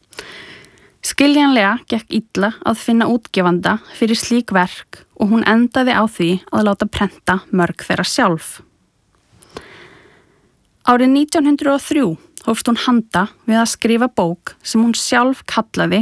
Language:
Icelandic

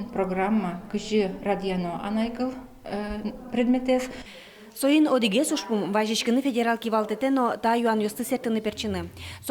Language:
Udmurt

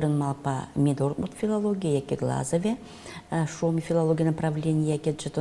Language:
Udmurt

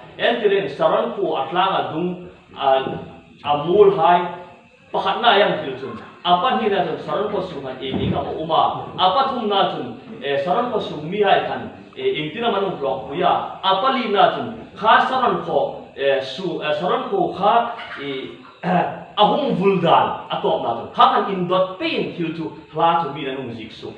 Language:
Hmar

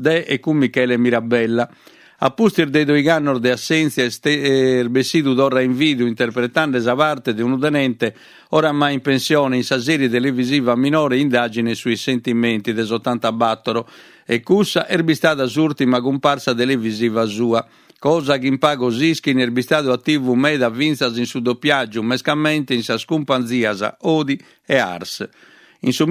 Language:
Sardinian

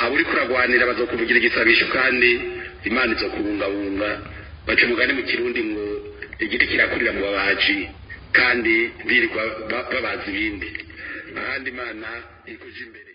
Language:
Rundi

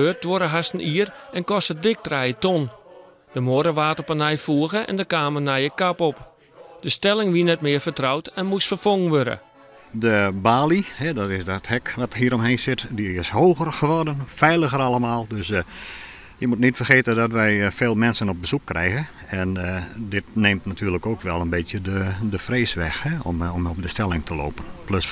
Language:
Western Frisian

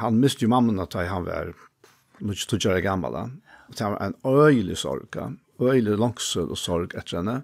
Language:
Faroese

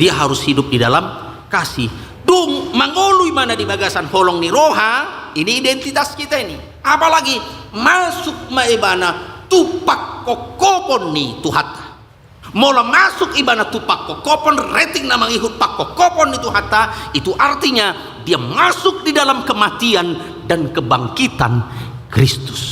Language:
Batak Toba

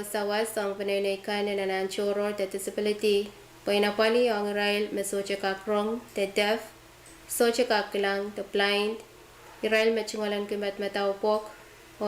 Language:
Pohnpeian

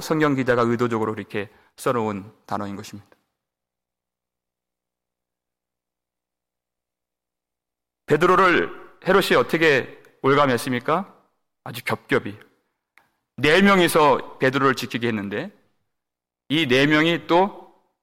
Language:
Korean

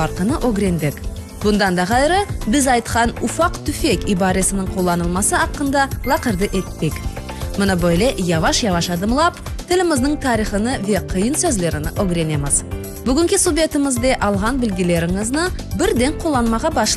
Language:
Crimean Tatar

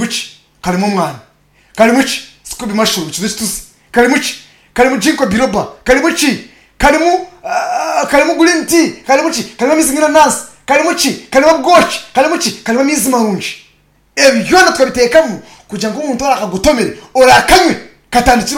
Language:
Nyankole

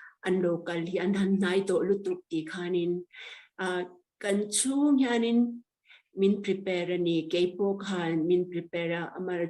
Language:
Mizo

